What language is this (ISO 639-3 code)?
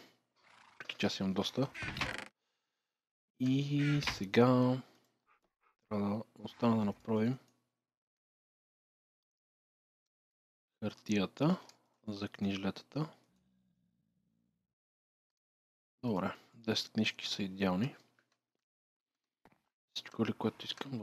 bul